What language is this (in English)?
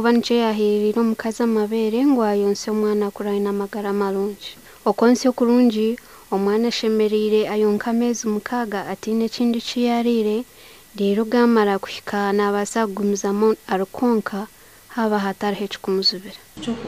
Nyankole